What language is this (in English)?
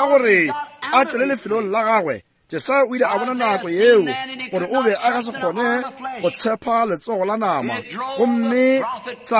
Northern Sotho